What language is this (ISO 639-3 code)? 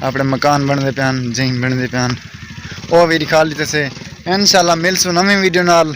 skr